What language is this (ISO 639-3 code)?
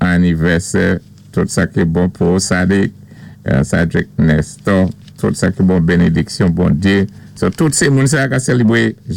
acf